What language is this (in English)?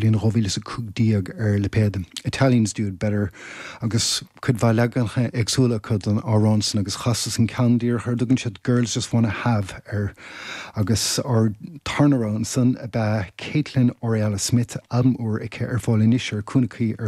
Irish